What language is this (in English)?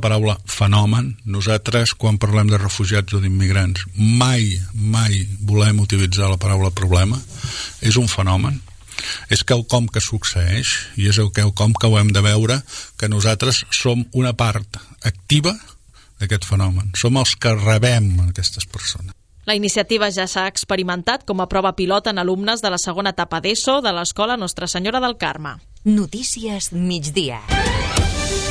Catalan